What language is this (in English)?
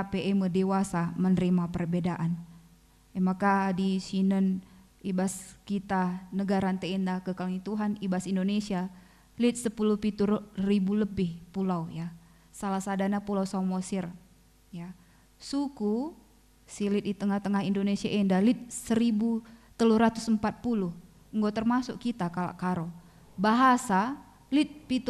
Batak Karo